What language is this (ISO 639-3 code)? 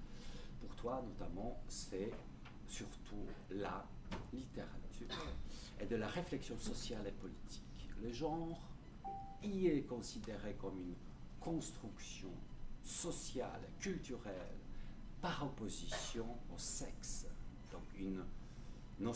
fra